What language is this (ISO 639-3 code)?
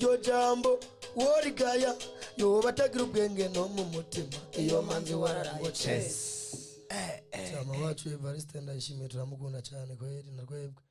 run